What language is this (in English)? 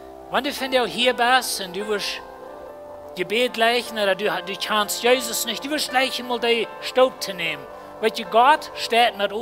Plautdietsch